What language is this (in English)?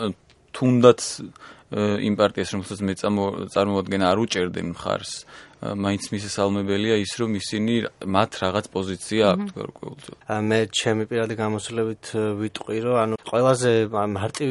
Georgian